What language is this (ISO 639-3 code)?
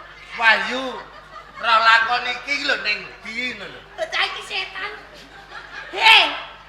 jav